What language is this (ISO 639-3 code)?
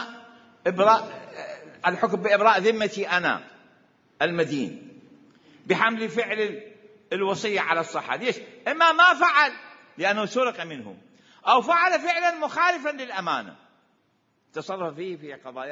acm